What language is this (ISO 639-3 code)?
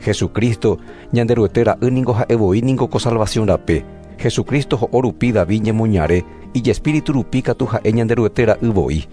grn